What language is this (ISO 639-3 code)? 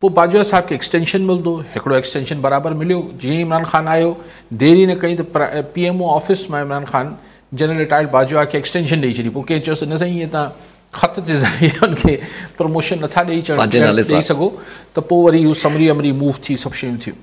snd